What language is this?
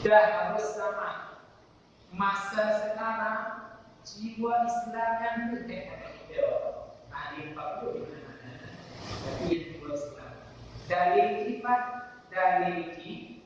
Achinese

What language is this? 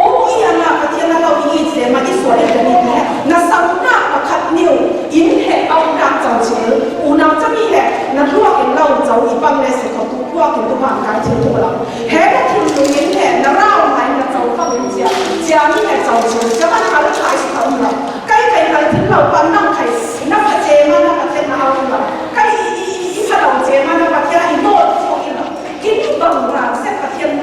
Falam Chin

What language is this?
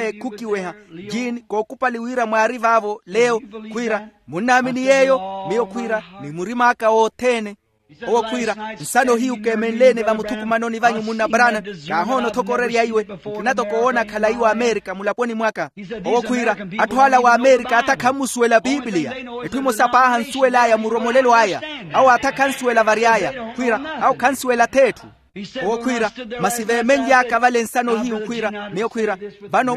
Makhuwa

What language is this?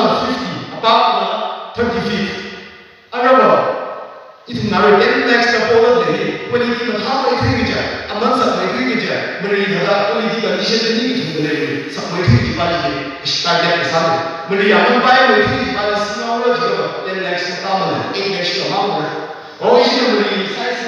Tangkhul Naga (India)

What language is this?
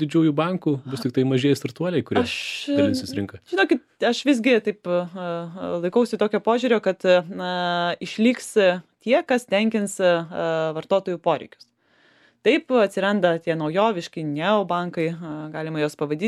Lithuanian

